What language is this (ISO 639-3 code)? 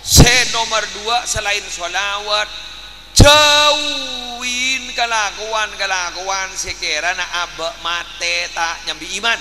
mad